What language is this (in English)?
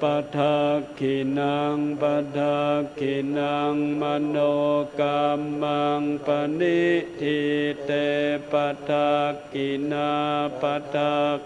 Pali